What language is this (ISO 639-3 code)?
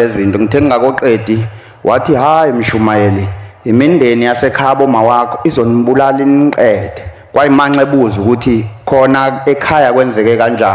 zul